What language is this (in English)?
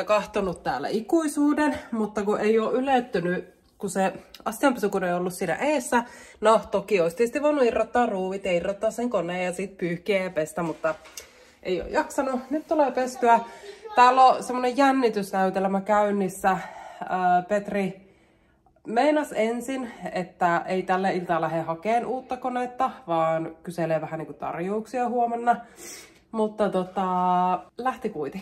Finnish